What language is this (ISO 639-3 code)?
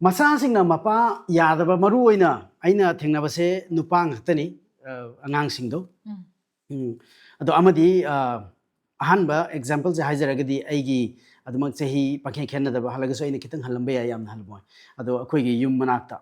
mni